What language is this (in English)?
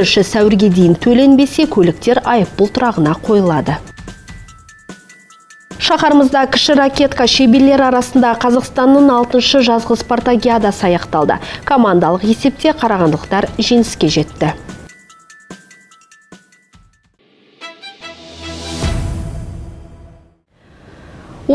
Kazakh